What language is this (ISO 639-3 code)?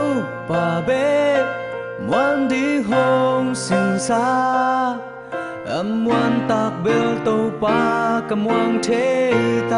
ctd